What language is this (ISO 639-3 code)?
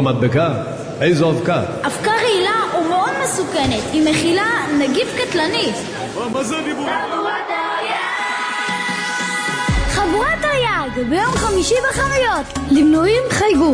heb